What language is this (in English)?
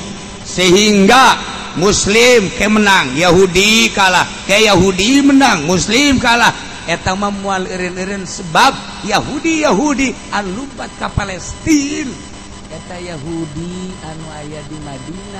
Sundanese